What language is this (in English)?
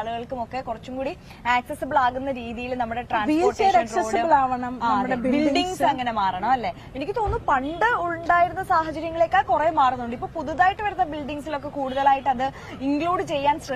Malayalam